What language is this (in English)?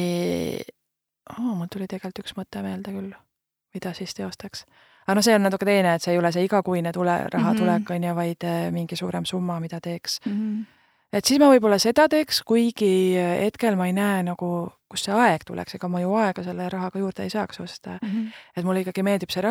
Estonian